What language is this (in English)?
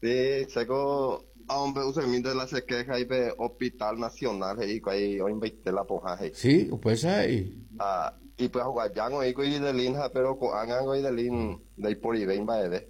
Guarani